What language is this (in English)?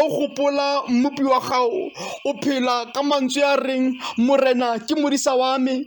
Tswana